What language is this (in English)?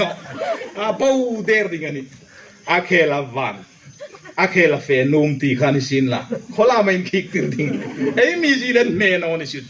Hmar